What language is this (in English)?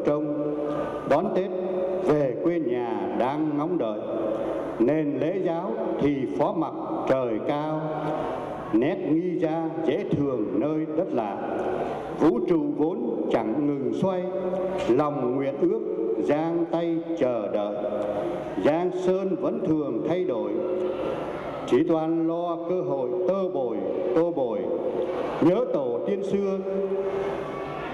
Vietnamese